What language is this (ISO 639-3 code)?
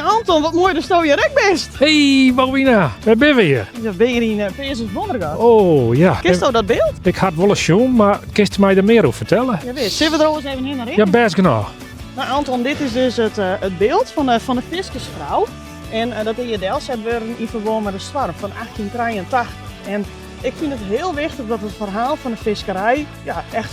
fry